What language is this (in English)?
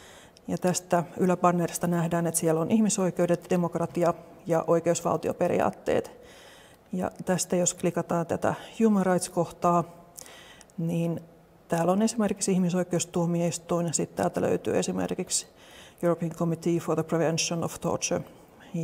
Finnish